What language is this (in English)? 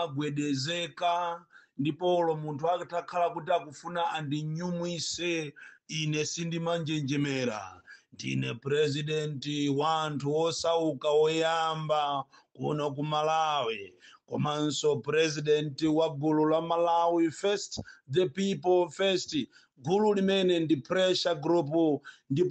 Nyanja